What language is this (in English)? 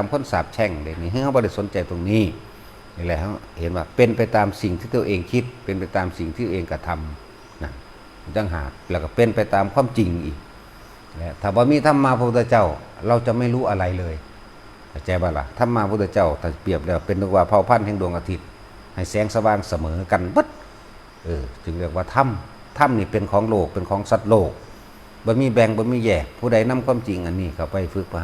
Northeastern Thai